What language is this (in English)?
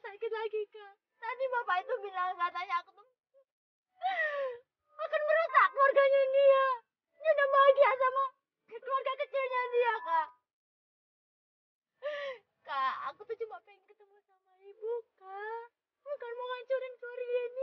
Indonesian